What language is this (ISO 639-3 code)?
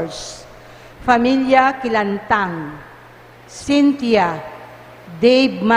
pam